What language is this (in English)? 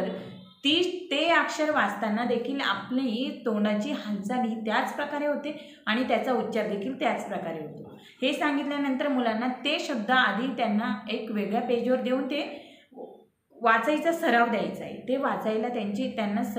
Marathi